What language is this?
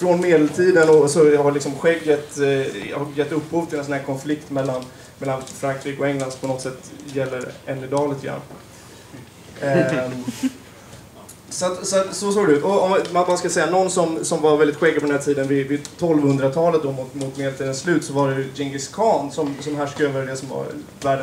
Swedish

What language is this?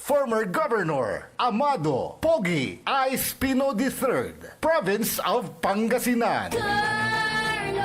Pangasinan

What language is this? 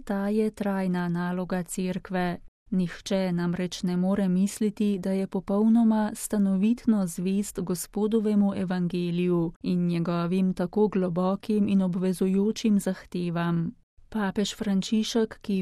Slovenian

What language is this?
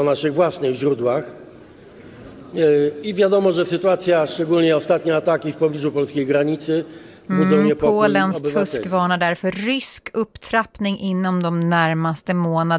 Swedish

